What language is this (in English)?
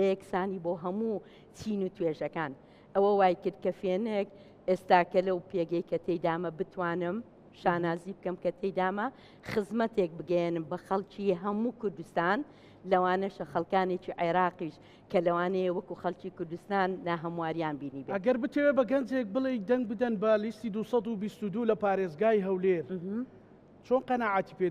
Central Kurdish